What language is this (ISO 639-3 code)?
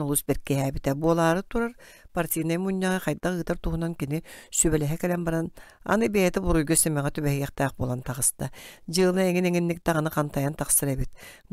sah